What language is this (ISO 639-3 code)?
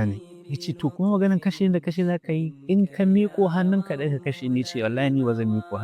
hau